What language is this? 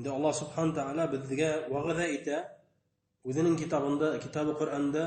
Bashkir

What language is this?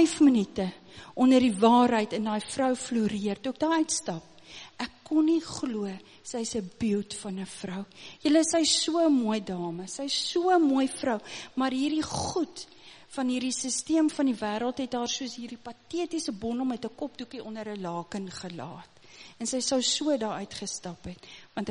Afrikaans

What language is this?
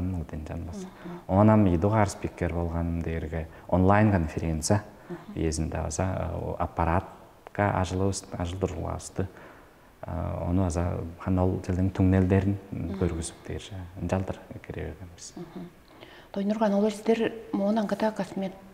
Tuvinian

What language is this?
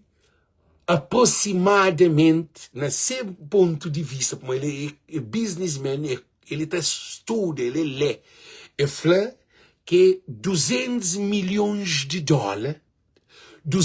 Kabuverdianu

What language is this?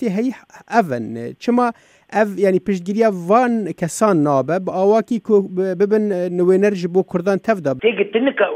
Kurdish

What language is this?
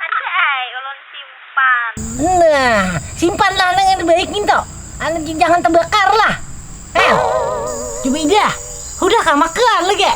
Banjar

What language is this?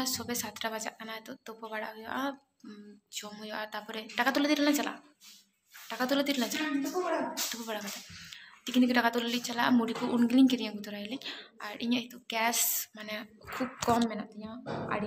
Santali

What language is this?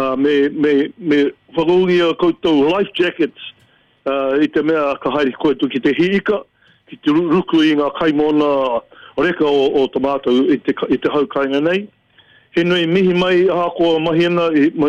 Māori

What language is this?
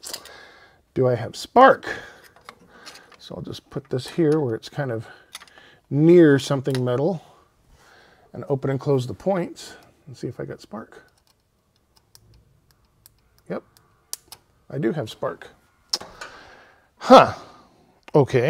English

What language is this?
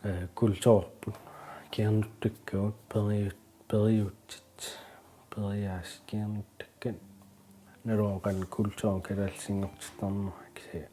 Kalaallisut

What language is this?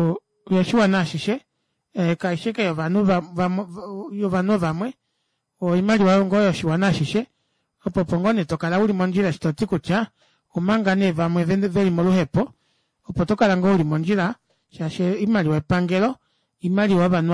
Kuanyama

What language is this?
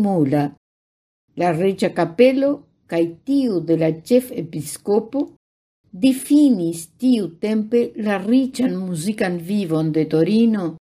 Esperanto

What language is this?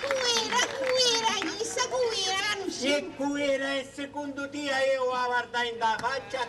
Sicilian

